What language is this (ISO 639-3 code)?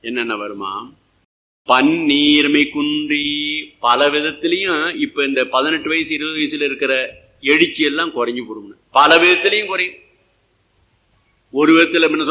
tam